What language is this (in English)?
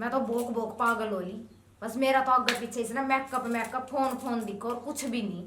Haryanvi